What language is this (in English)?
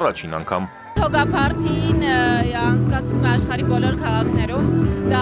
Armenian